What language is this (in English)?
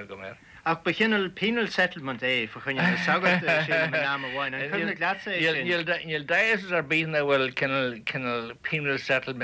Irish